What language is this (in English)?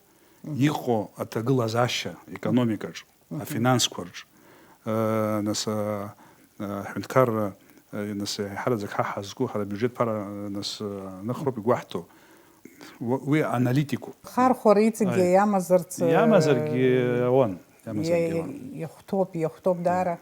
Abkhazian